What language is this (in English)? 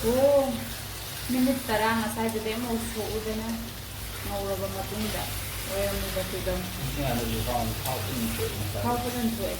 Manipuri